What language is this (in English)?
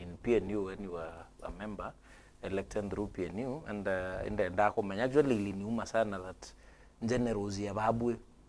Meru